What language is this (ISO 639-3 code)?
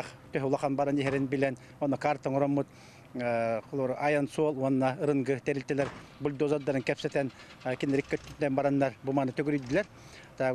sah